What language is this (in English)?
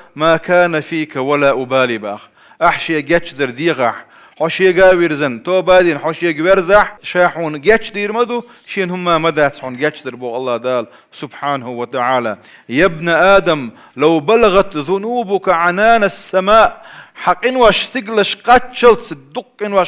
Chechen